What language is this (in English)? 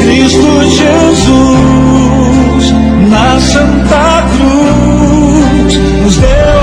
Portuguese